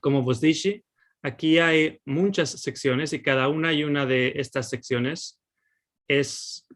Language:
Ladino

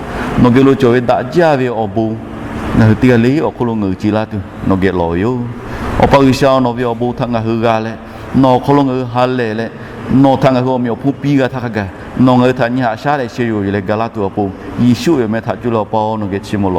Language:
Lahu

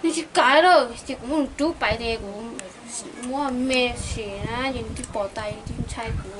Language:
Hmong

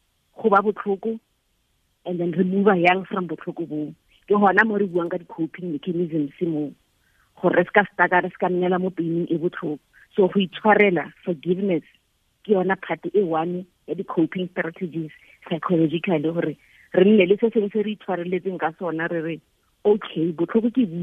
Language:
Tswana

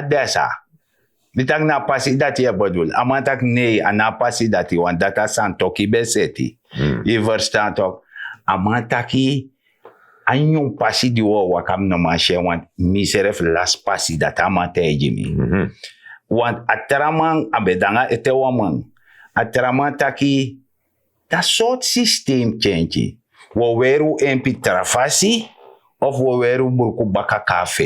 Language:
Sranan Tongo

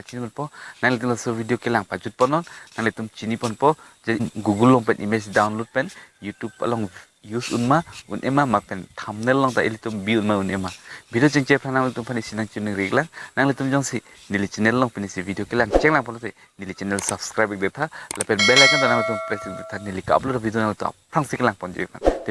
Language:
Karbi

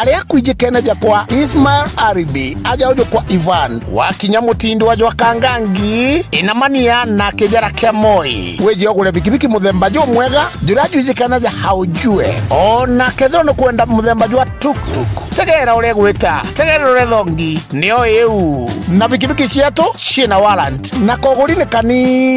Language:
Meru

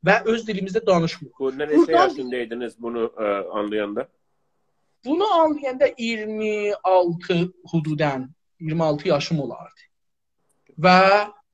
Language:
South Azerbaijani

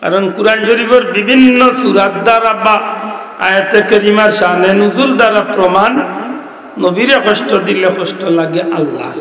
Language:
Sylheti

